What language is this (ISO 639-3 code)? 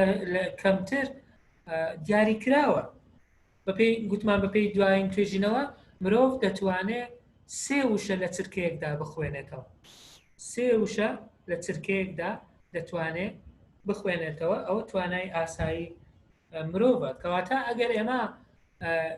ckb